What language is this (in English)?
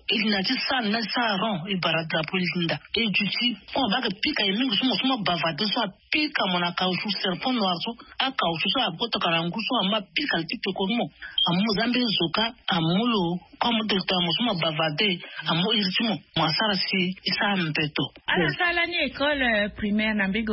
Sango